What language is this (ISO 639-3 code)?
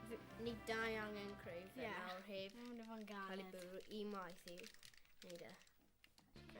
cym